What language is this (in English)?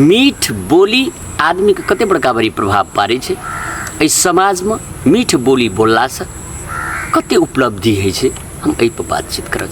Maithili